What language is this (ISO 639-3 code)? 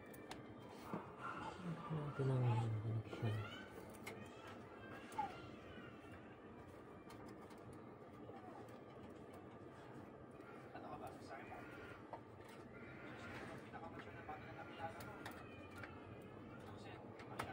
fil